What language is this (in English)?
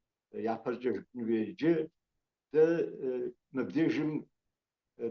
Kabardian